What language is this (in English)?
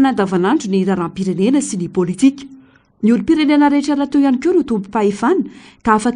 Malagasy